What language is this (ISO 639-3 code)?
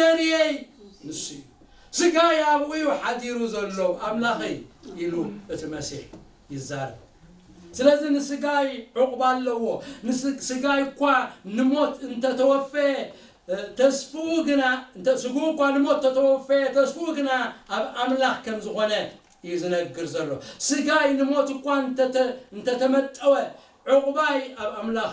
tir